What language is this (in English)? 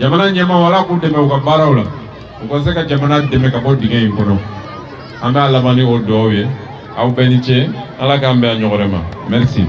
Bambara